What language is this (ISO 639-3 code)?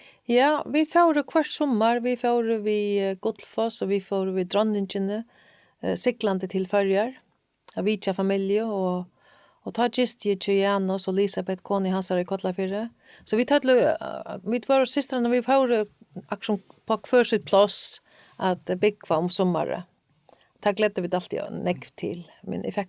fao